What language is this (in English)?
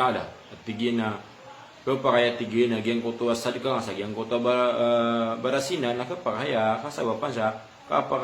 Maranao